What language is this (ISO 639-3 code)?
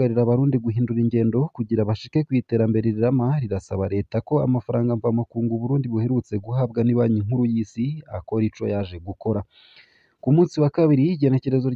run